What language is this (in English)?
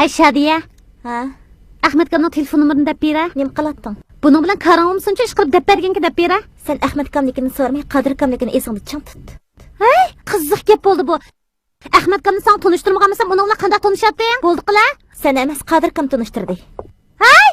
Uyghur